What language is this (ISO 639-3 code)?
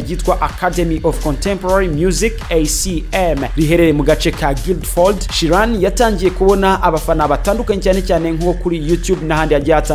kin